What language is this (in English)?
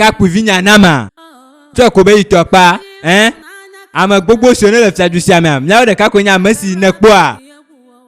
Ewe